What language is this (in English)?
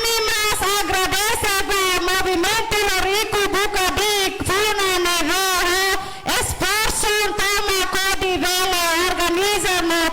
Tetum